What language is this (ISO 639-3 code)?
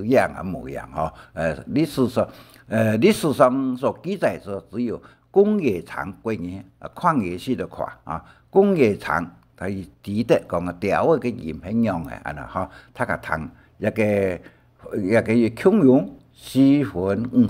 hak